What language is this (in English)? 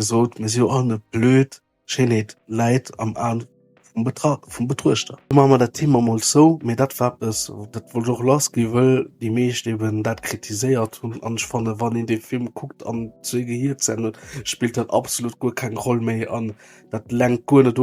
Luxembourgish